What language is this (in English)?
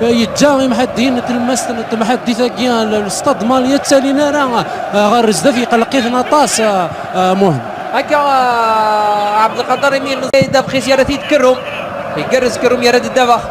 Kabyle